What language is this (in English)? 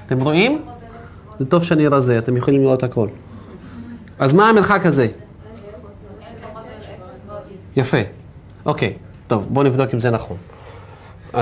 Hebrew